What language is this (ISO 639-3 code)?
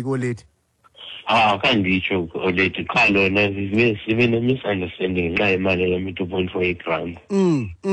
xho